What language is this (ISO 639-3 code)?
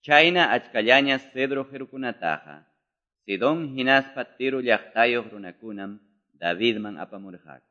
que